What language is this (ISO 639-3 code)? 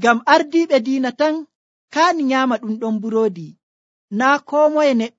fuv